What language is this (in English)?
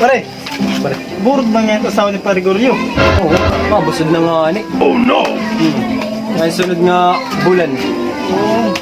Waray